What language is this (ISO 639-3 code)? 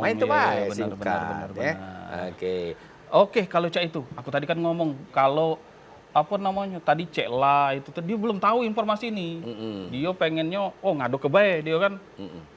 mui